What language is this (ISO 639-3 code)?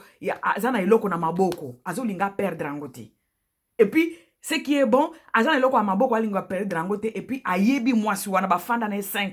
lin